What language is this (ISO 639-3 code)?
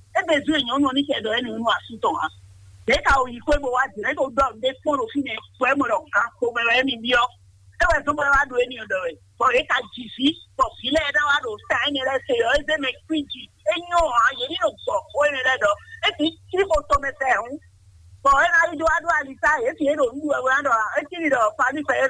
fon